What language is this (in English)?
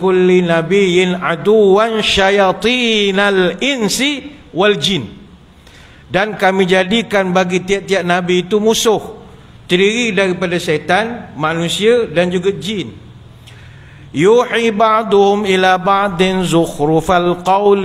Malay